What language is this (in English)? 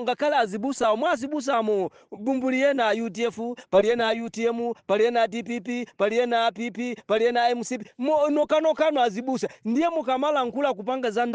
Nyanja